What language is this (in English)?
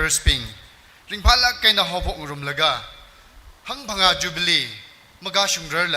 Tangkhul Naga (India)